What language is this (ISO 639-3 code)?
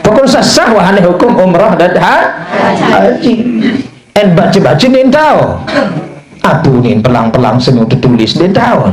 sas